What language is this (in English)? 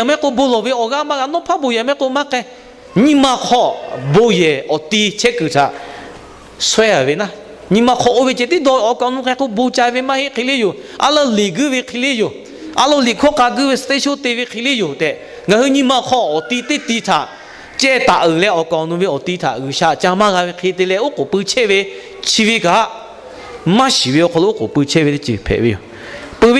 Lahu